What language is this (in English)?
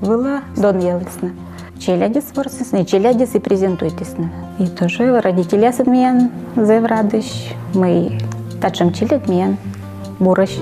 Komi